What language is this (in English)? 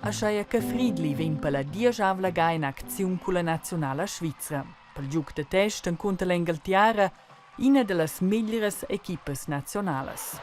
Romansh